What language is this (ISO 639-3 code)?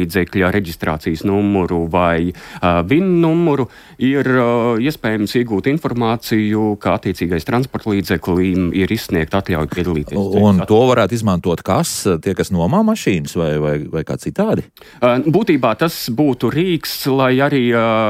lav